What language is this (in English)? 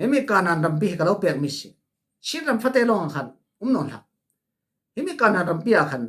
Falam Chin